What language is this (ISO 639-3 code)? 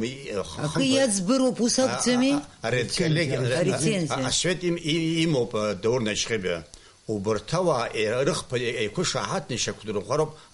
abk